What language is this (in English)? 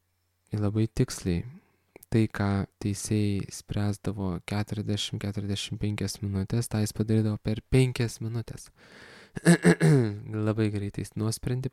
Lithuanian